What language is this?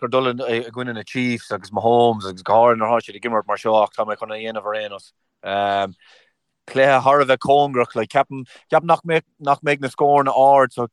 Irish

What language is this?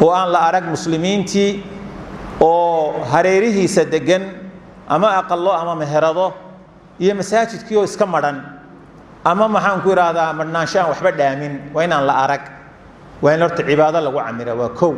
Somali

